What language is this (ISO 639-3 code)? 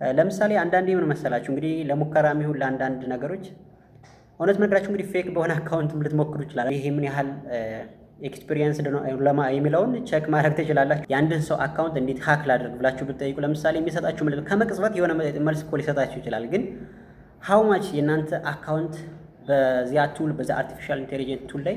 amh